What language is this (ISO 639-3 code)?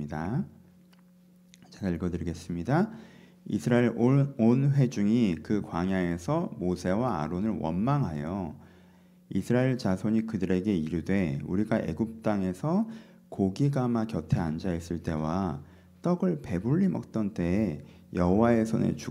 kor